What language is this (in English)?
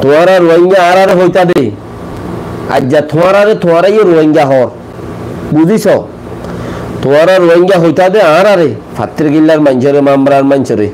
Rohingya